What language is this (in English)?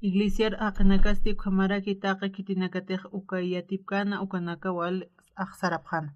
Aymara